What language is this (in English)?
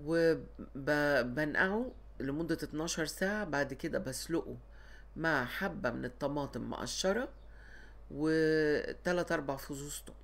Egyptian Arabic